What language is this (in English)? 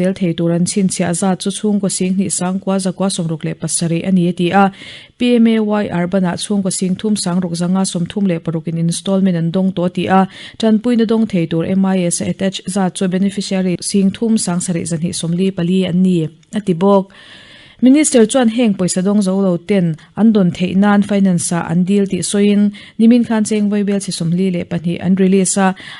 Mizo